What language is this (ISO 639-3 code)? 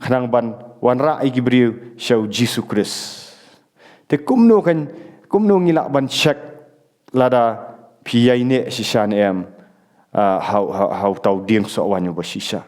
kha